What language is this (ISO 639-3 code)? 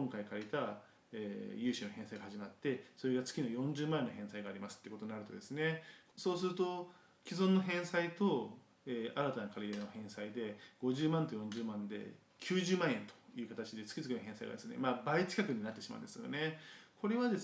jpn